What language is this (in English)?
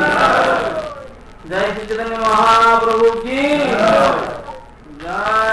Odia